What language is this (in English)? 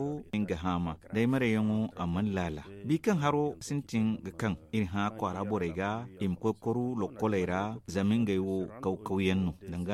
Zarma